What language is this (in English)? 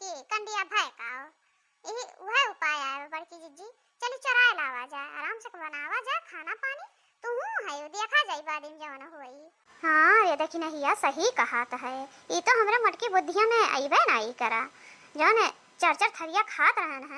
Awadhi